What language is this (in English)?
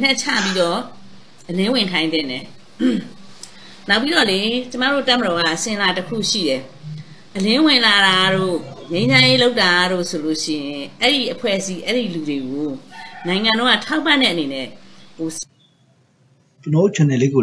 Burmese